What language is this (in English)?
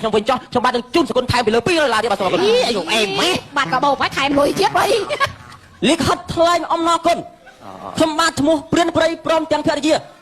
Khmer